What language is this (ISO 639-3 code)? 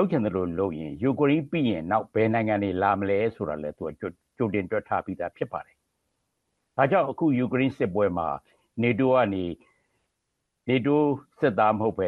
mya